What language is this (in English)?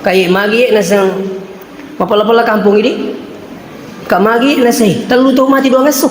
Buginese